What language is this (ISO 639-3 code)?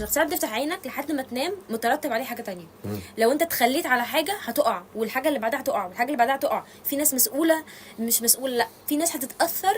arz